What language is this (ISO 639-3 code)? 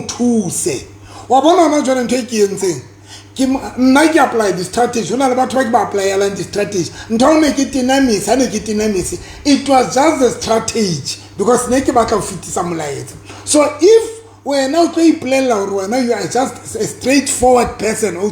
sot